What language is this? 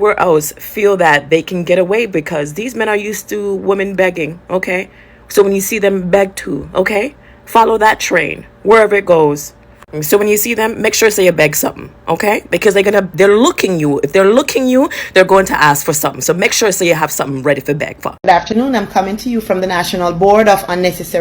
Jamaican Creole English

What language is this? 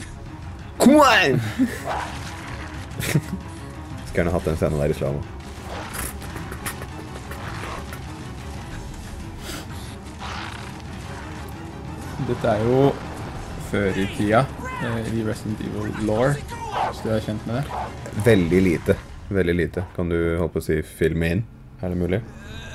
Norwegian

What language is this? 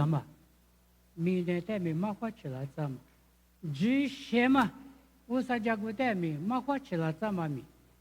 Lisu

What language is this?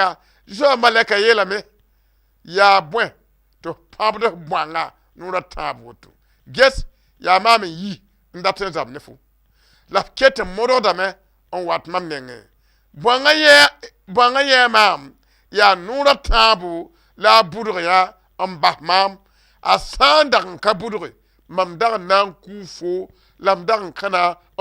Mossi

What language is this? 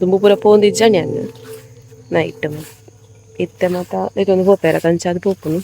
Tulu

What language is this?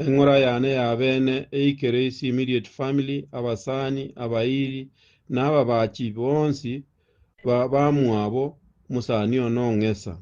Gusii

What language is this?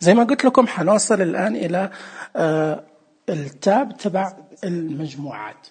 Najdi Arabic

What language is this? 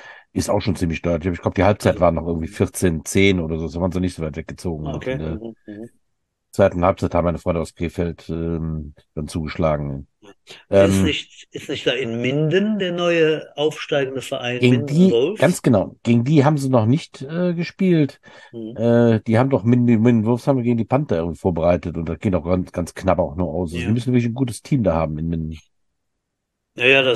German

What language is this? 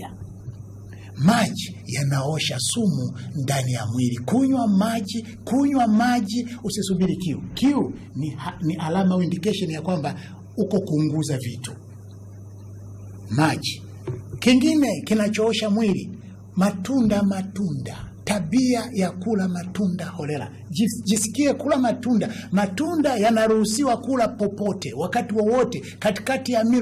Swahili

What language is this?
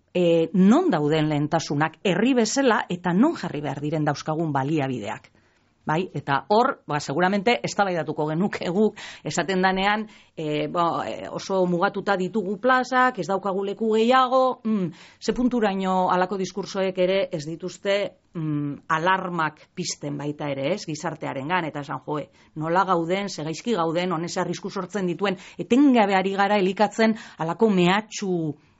Basque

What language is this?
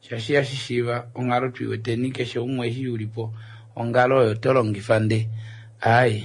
Kuanyama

